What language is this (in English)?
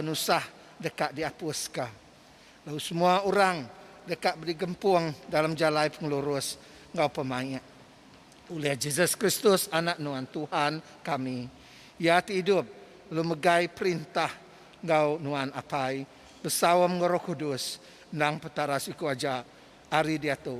Iban